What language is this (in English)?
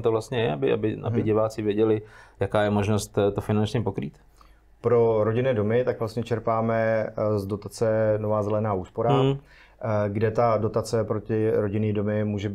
Czech